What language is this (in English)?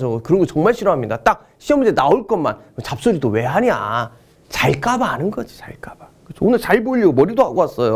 Korean